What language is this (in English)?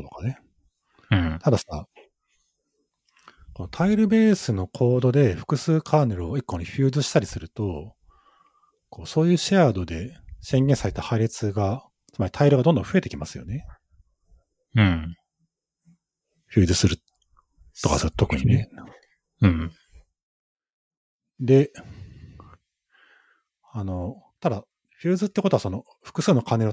Japanese